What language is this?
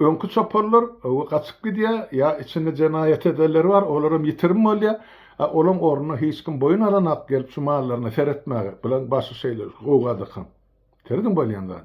Turkmen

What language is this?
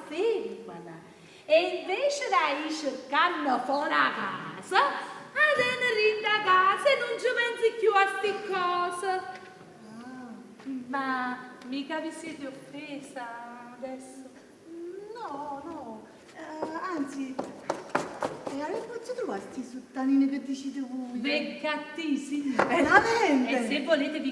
Neapolitan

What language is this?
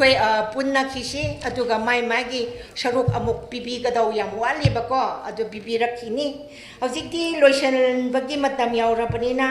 Tangkhul Naga (India)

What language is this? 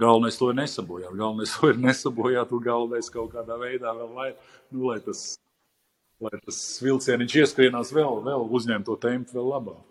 Latvian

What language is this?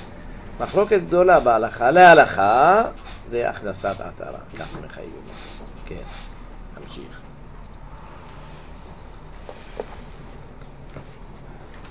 Hebrew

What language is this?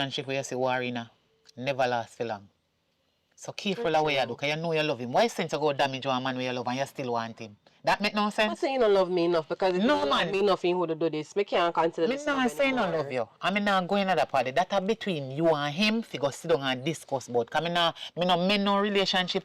Jamaican Creole English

